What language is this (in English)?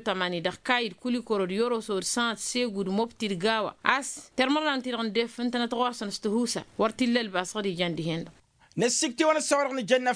Tamasheq